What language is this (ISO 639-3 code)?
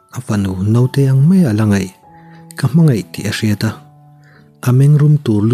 lus